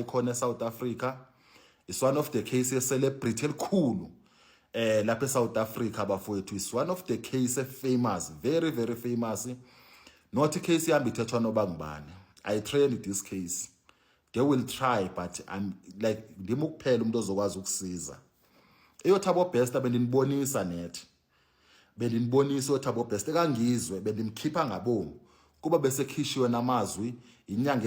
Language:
Zulu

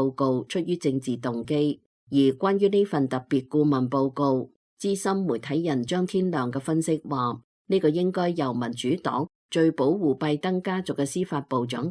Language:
Cantonese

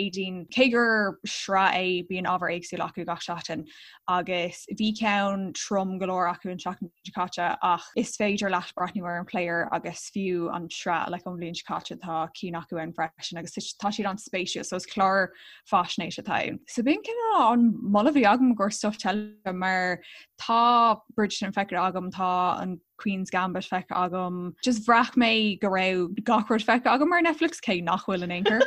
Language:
Irish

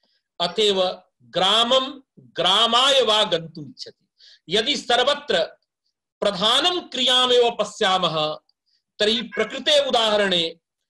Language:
Sanskrit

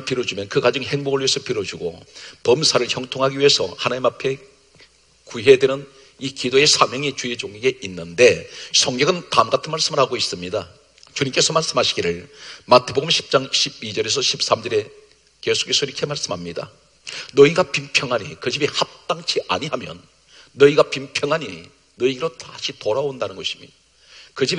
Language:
Korean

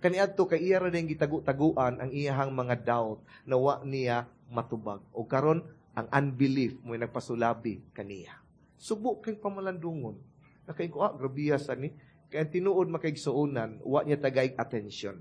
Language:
Cebuano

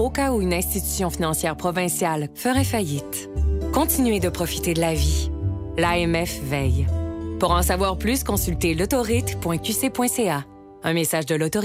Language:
French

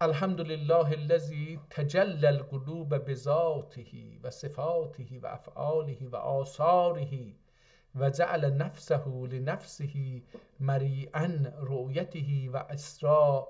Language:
South Azerbaijani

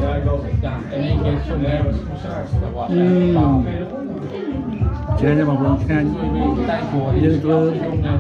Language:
Dutch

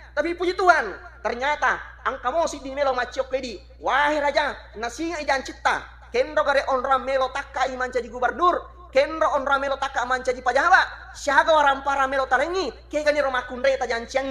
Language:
Buginese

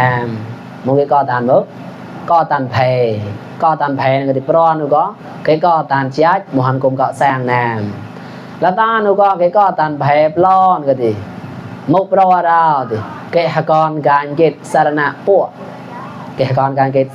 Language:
Mon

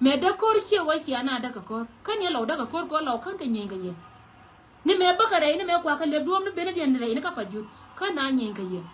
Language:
Nuer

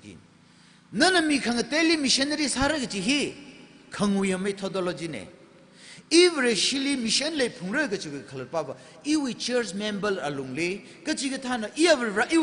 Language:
Tangkhul Naga (India)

